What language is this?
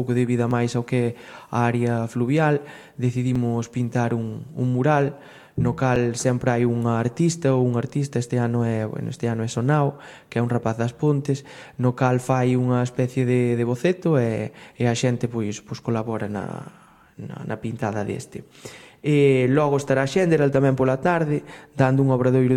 Galician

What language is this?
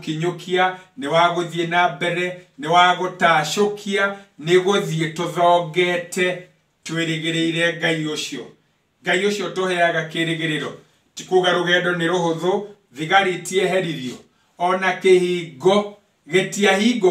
Kikuyu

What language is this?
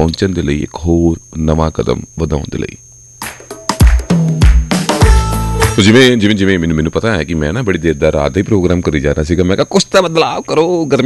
Punjabi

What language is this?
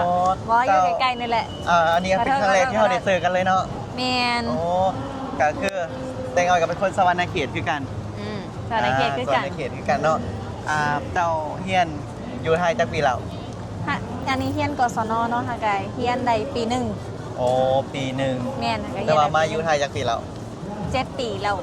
Lao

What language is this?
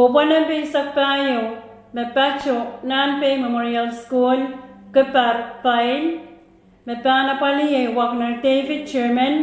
Pohnpeian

